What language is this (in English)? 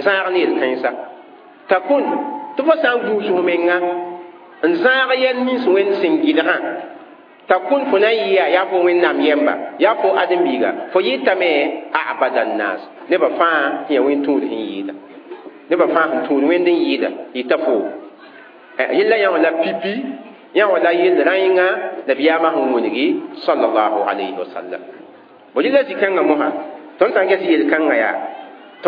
Mossi